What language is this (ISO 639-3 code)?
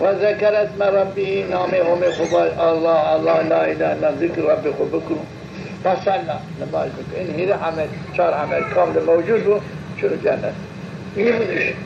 zza